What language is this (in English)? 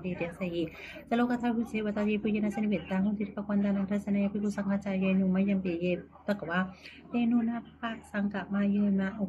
Pali